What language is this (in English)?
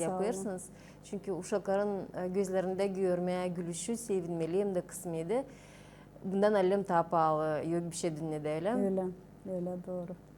Gagauz